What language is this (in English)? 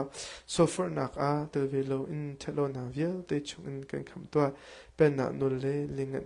Hakha Chin